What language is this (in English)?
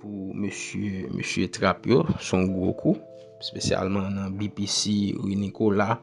Haitian Creole